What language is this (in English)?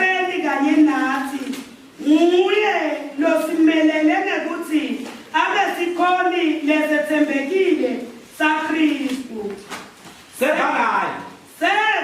Zulu